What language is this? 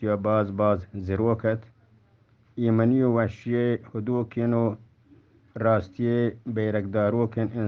Eastern Balochi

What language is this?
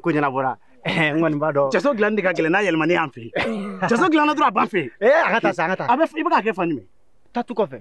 Bambara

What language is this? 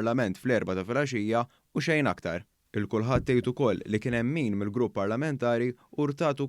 Maltese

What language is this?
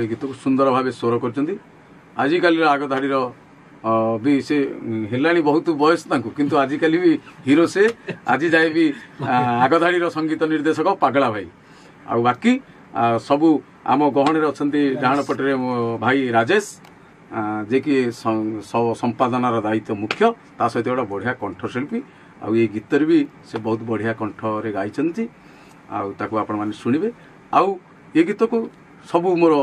Odia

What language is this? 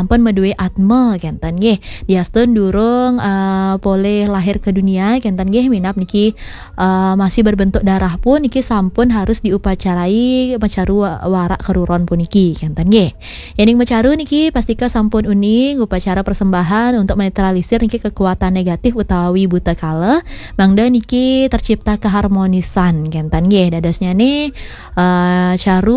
Balinese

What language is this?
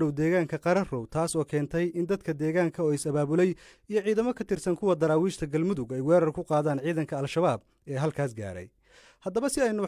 Somali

